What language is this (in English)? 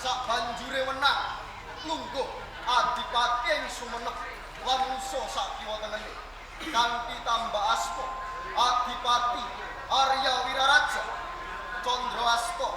Javanese